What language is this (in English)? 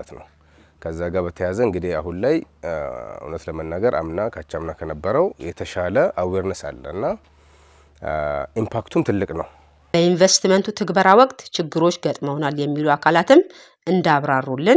Amharic